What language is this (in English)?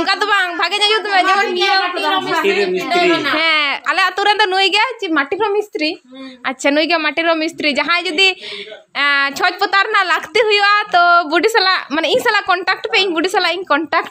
Santali